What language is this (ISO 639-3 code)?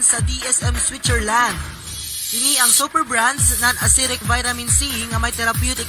hil